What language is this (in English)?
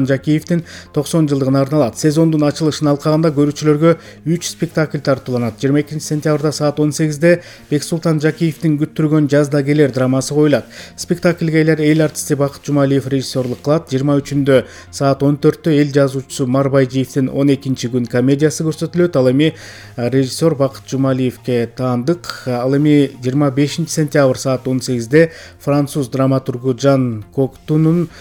Kyrgyz